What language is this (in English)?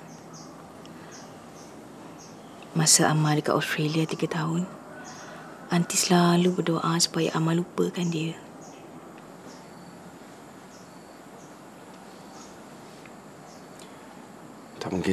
Malay